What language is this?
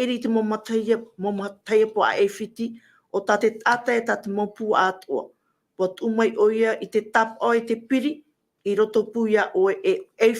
Tahitian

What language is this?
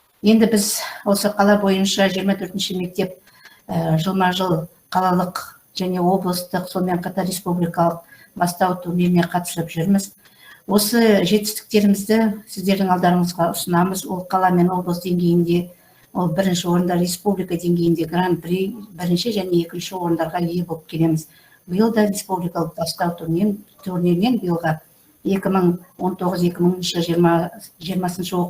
Kazakh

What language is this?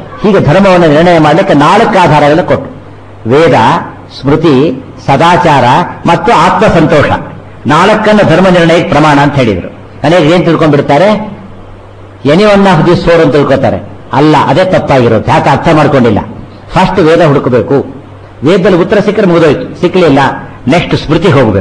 Kannada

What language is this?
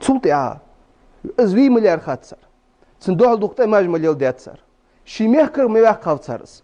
Ingush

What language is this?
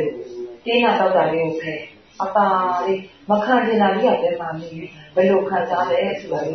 Burmese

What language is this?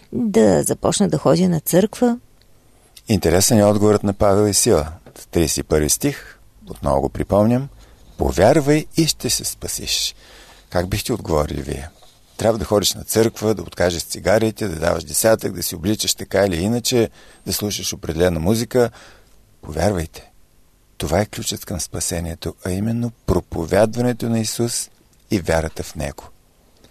Bulgarian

